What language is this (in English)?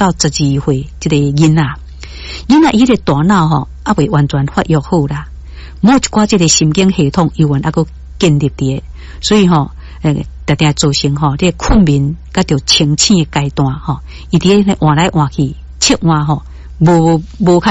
Min Nan Chinese